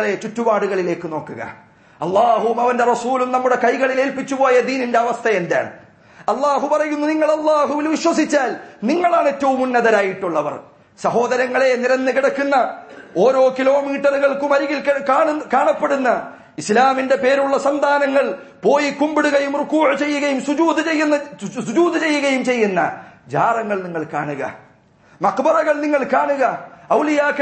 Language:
Malayalam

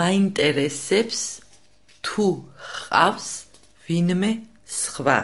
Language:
Georgian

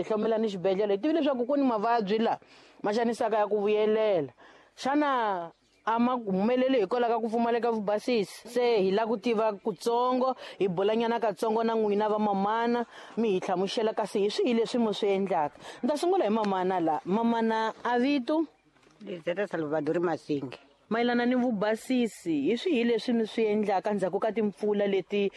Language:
Tsonga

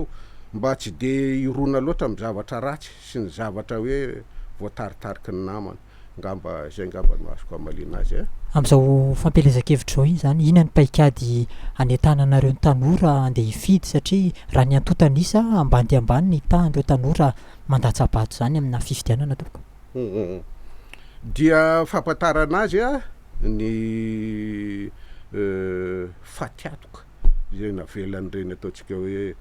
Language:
Malagasy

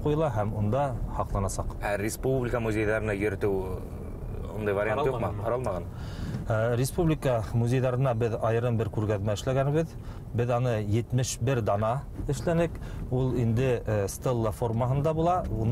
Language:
Bashkir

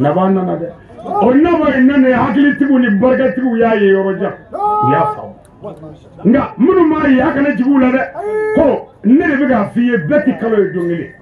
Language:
Bambara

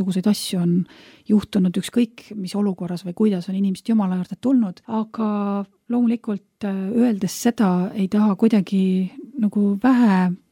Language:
Estonian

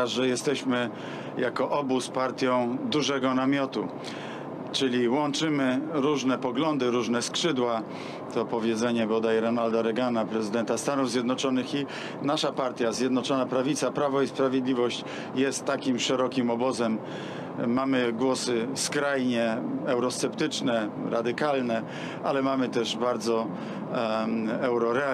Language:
Polish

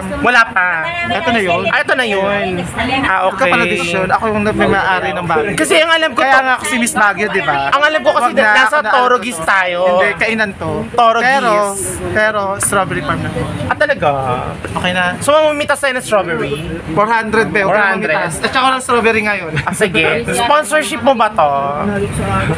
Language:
Filipino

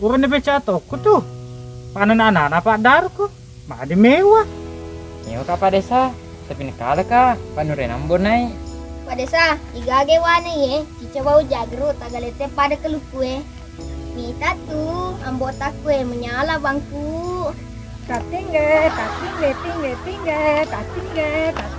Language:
Buginese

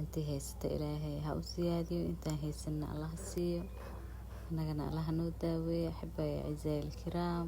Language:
Somali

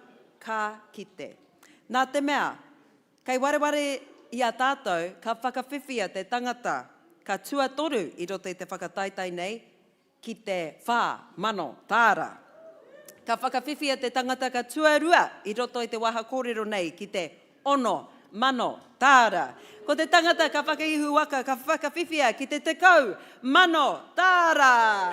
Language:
Māori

